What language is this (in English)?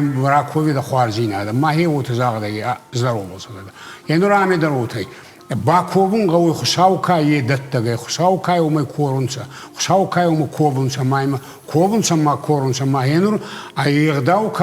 Ossetic